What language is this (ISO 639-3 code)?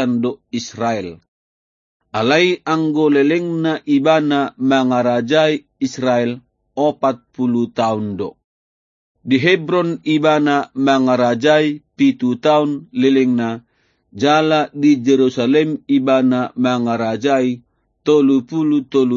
bbc